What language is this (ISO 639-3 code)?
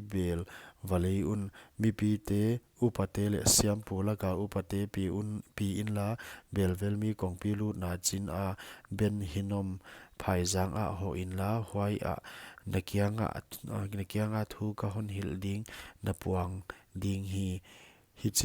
pck